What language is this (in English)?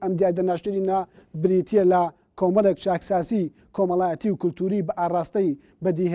Central Kurdish